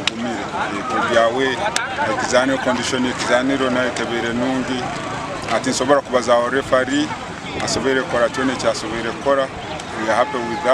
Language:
Nyankole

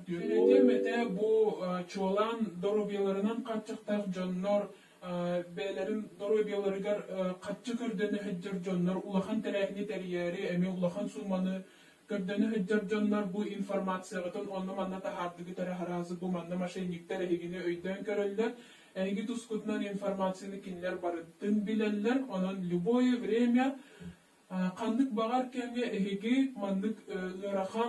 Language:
Yakut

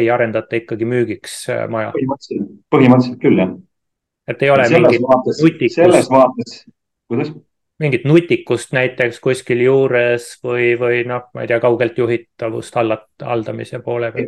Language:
Estonian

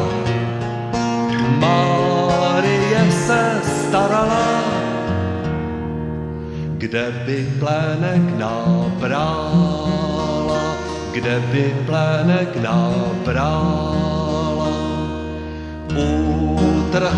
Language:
Czech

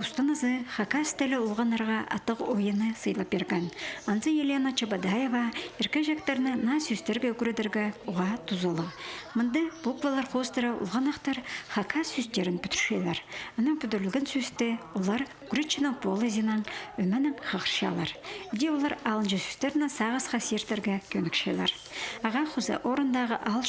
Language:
Khakas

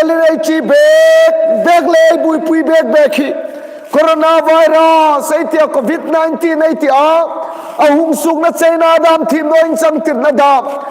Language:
Hmar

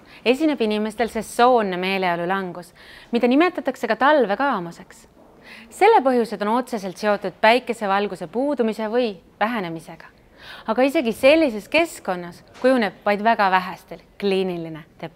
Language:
Estonian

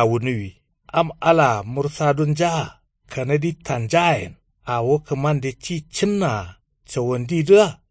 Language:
Kanuri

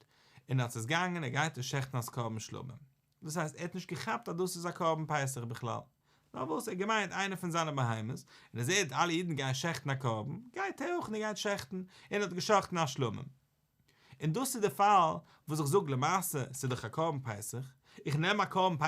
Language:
Yiddish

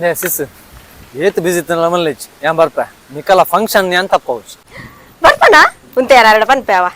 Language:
Tulu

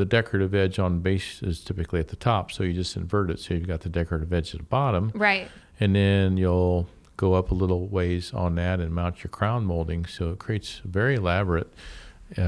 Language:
English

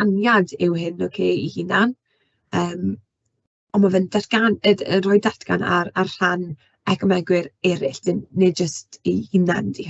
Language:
Welsh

